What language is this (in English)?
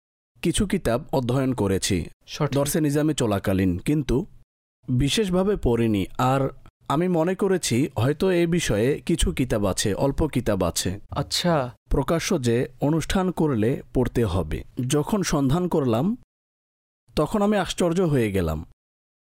Bangla